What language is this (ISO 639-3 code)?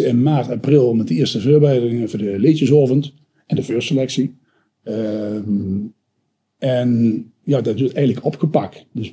lim